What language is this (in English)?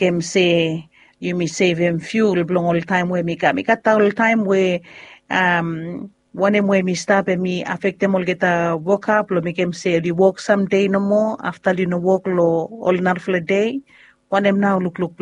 Bislama